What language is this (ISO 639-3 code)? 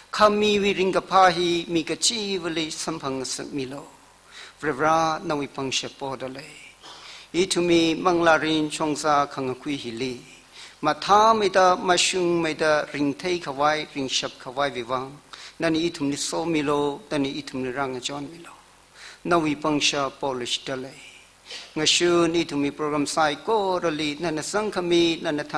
nmf